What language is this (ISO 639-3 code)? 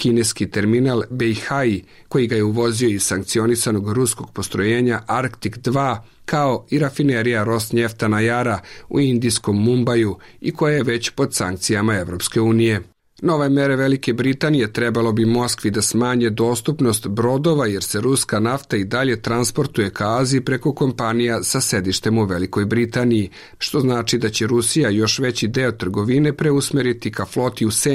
srp